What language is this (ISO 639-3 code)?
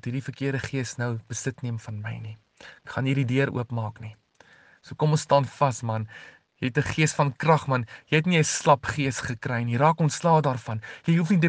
afr